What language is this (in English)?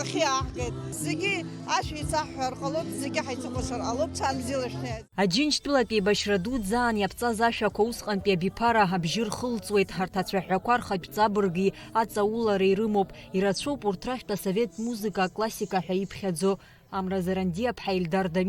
Abkhazian